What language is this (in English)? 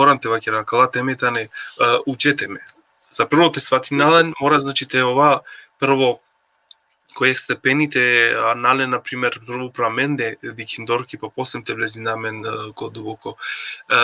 Balkan Romani